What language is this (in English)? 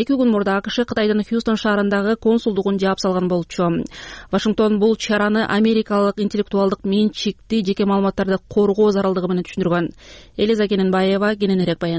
Kyrgyz